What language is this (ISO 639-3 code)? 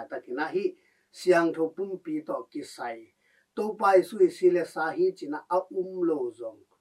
ctd